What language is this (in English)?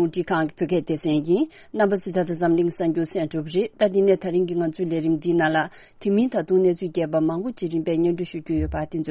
Tibetan